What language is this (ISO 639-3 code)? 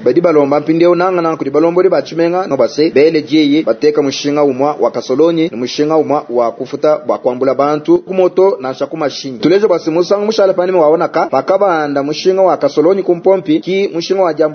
lua